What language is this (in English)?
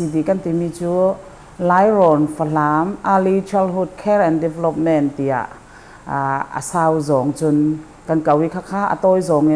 Falam Chin